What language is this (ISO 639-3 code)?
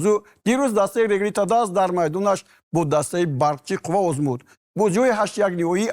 tgk